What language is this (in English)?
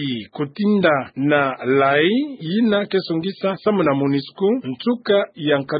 Kituba (Democratic Republic of Congo)